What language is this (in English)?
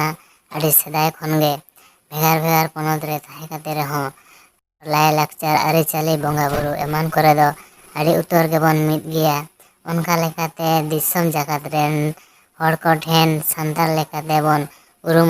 Santali